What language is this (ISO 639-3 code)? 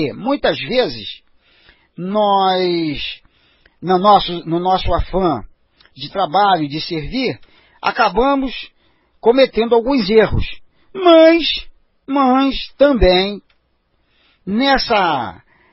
por